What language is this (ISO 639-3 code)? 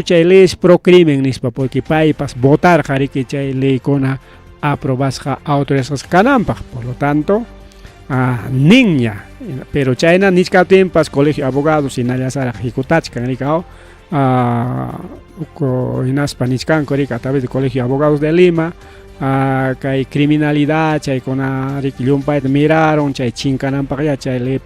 quy